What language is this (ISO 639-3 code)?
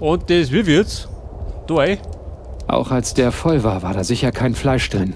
bar